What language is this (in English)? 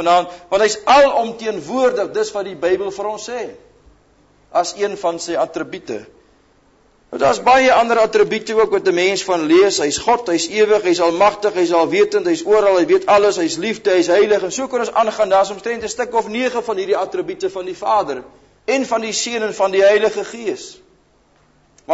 Afrikaans